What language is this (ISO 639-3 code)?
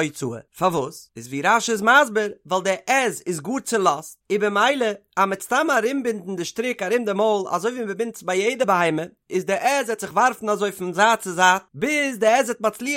yid